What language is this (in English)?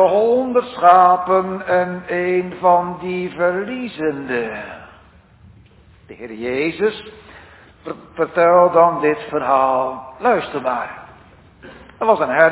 Dutch